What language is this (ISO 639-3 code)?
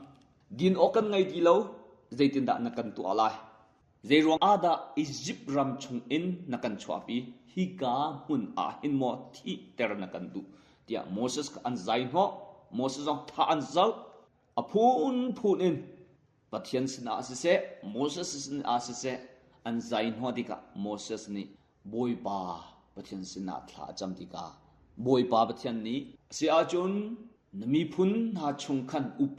cnh